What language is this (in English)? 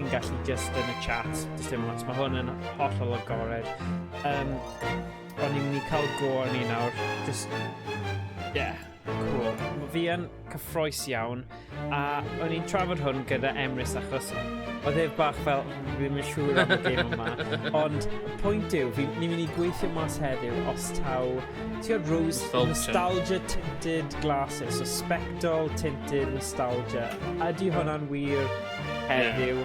Welsh